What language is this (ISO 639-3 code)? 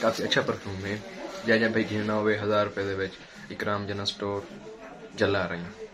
skr